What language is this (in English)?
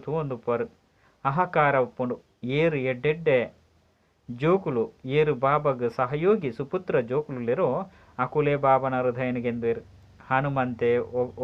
Tulu